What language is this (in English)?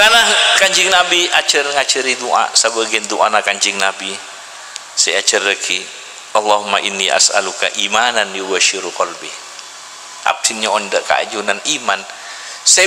Madurese